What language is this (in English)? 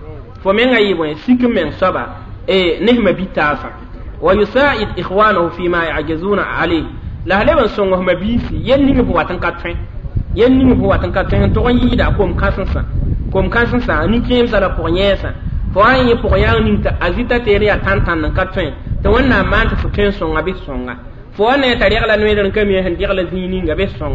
Mossi